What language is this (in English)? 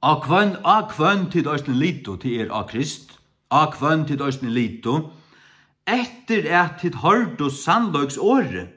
Faroese